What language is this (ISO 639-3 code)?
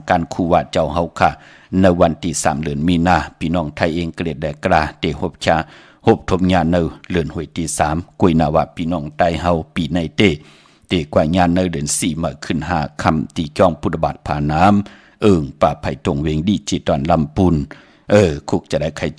shn